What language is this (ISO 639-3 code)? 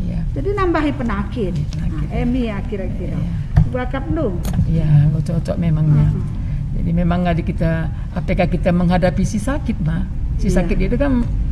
btx